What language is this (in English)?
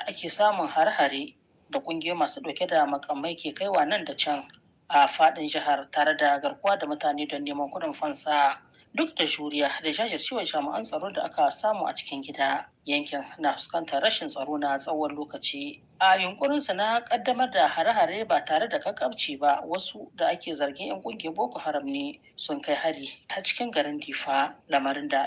Hausa